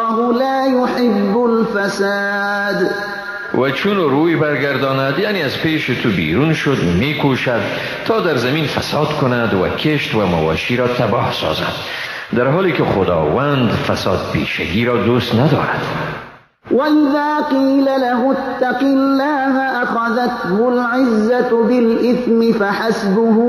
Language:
Persian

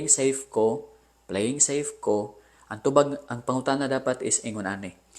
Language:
Cebuano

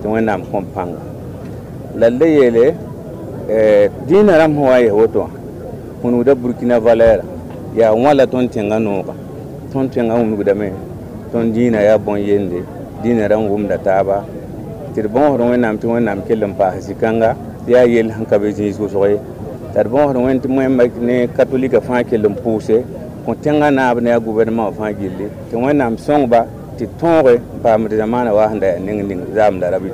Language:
Mossi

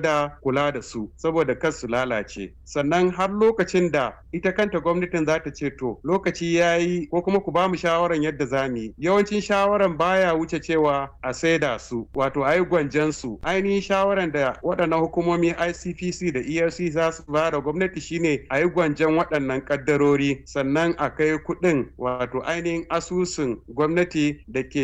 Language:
Hausa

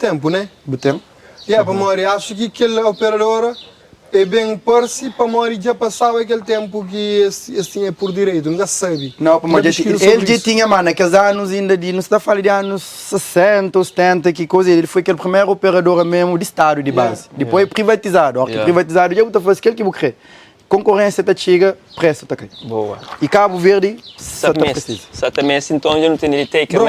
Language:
Kabuverdianu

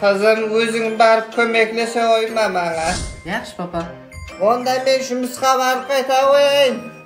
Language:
Kara-Kalpak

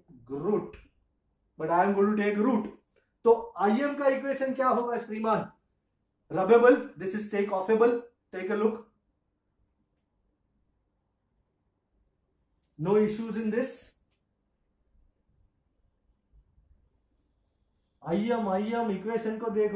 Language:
Hindi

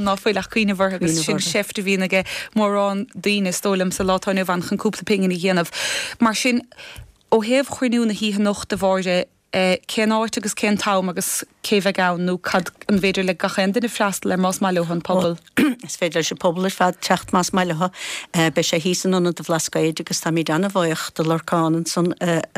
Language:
Irish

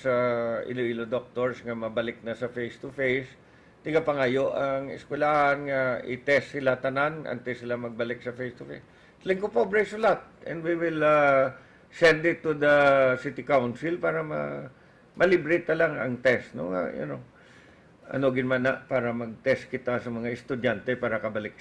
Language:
Hiligaynon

